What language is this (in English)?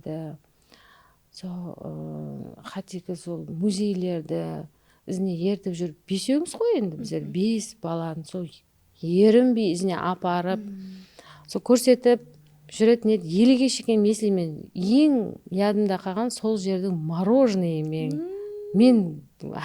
Kara-Kalpak